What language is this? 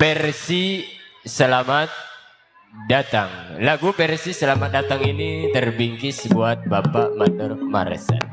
Betawi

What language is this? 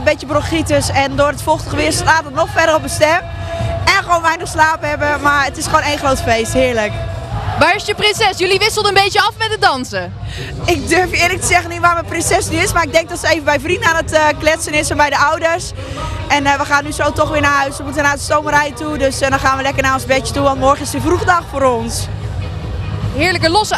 Dutch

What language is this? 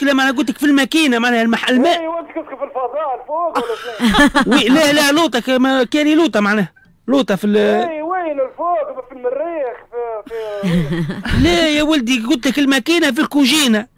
Tunisian Arabic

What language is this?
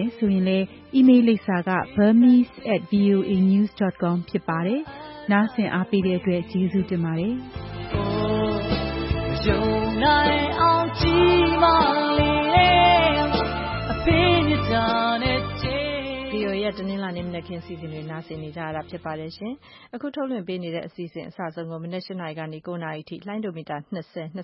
Burmese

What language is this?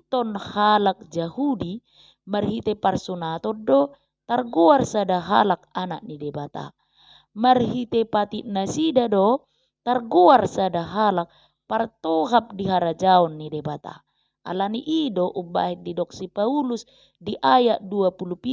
Batak Toba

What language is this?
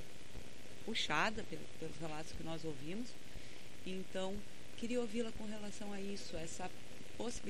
Portuguese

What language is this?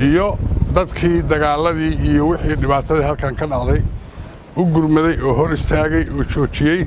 Somali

